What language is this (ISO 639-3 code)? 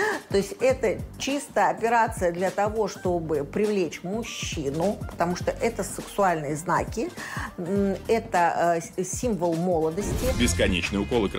rus